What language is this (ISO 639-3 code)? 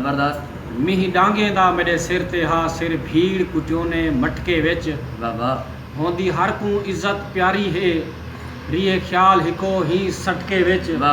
skr